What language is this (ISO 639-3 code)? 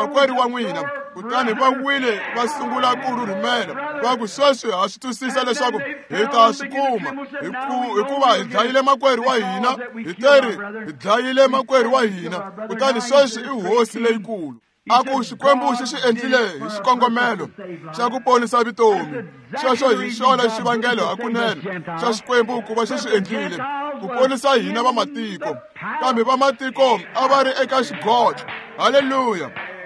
tso